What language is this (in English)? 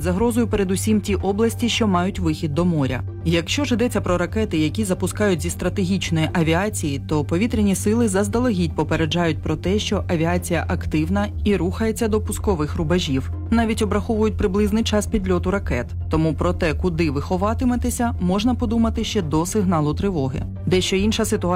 Ukrainian